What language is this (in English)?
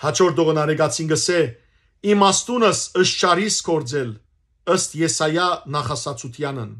Western Armenian